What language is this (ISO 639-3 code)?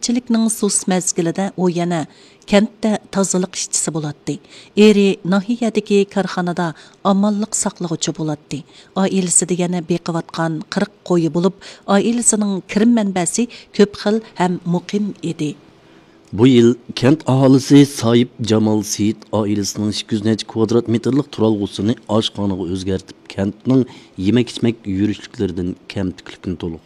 uig